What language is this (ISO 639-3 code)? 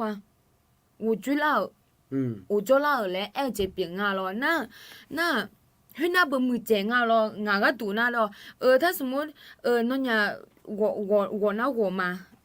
ahk